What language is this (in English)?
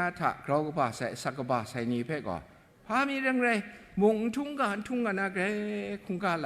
Kachin